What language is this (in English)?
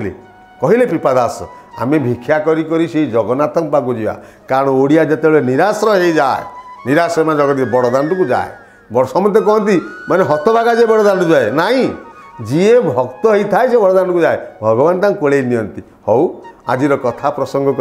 Odia